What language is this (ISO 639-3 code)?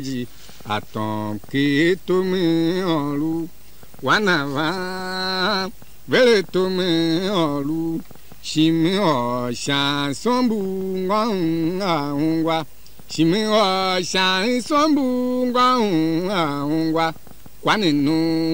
tiv